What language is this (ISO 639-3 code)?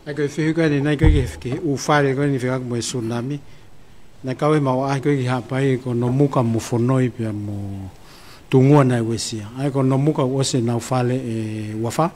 ton